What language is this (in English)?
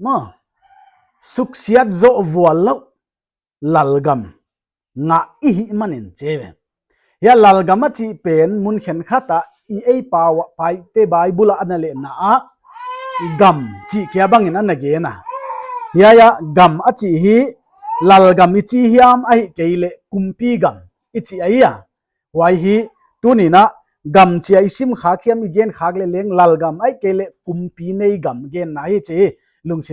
Paite Chin